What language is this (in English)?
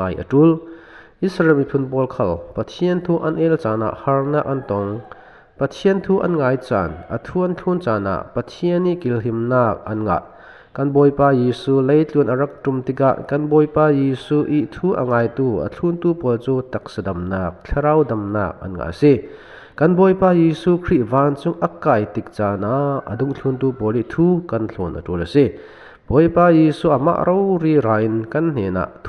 Falam Chin